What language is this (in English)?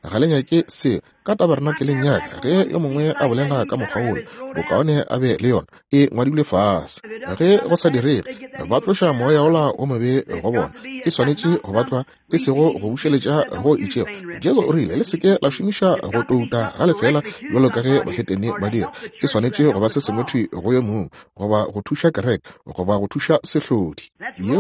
Northern Sotho